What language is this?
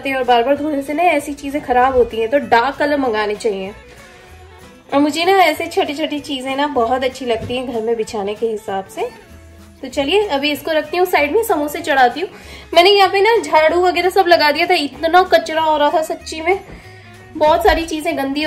Hindi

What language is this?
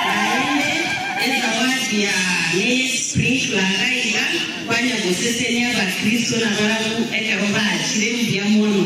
Gusii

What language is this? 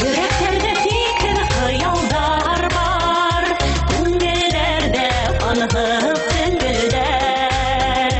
Bashkir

